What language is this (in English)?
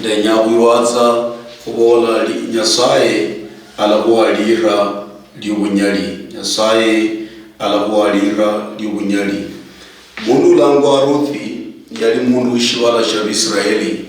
Luyia